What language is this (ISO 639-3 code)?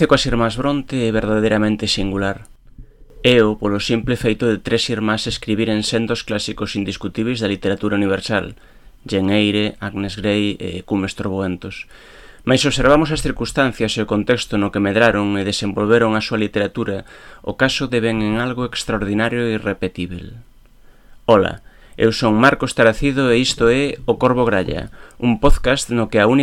glg